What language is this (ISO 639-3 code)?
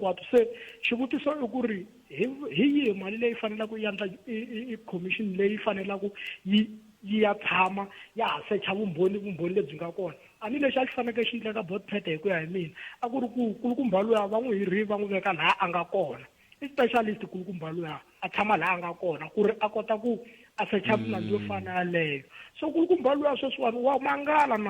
tso